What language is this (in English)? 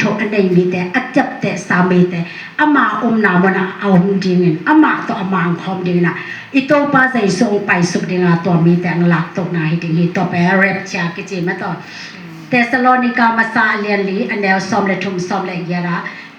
Tedim Chin